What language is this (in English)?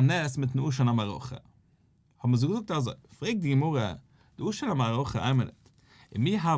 Yiddish